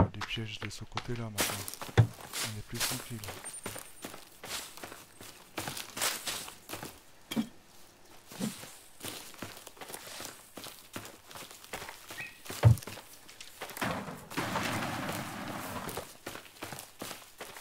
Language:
French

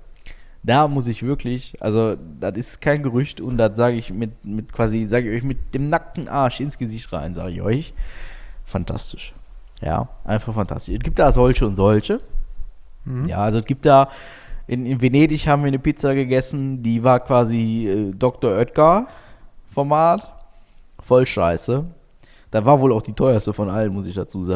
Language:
German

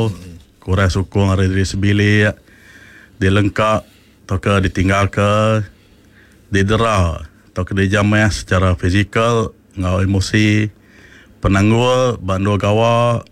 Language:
Iban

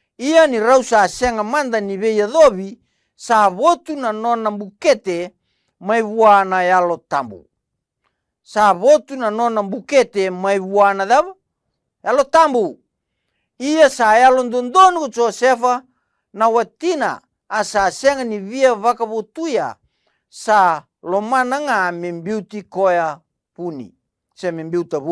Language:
Fijian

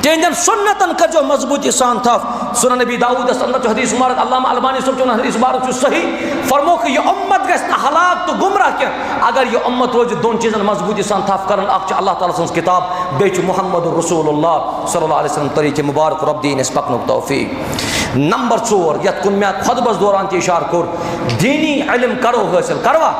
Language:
Kashmiri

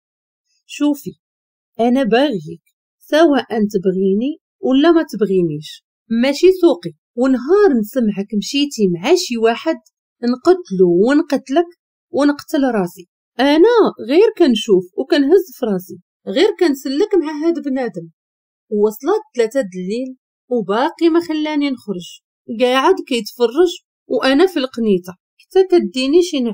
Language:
Moroccan Arabic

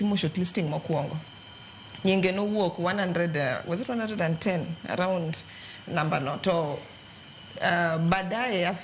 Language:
Luo (Kenya and Tanzania)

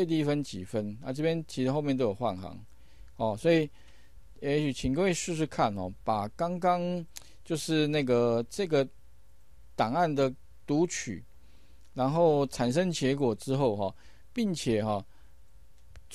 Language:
Chinese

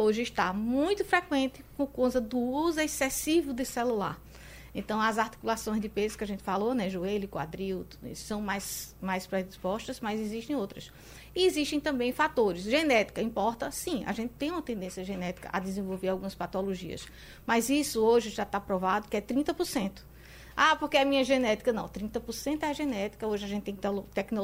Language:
Portuguese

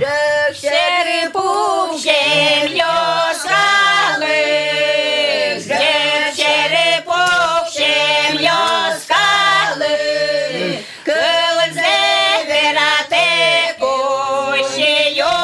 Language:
Udmurt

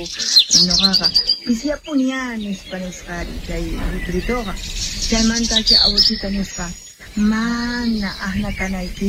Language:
Quechua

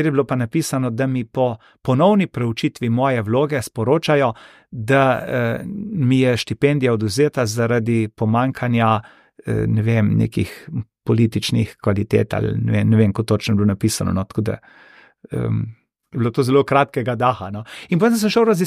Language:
Slovenian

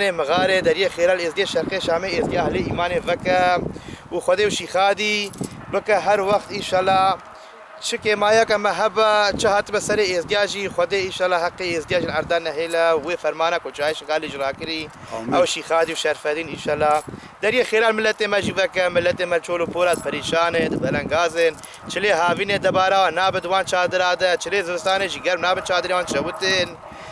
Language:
Kurdish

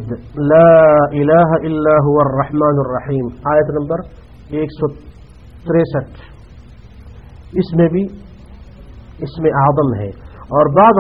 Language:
Urdu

